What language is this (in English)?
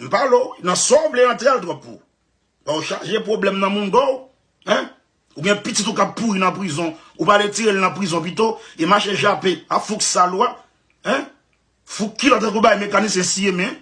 Haitian Creole